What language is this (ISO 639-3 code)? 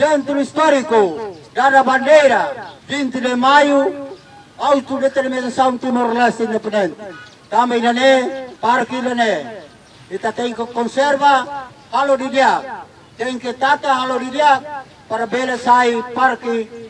tet